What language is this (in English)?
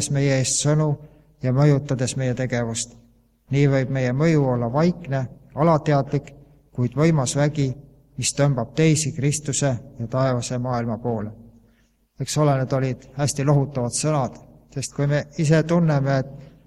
Estonian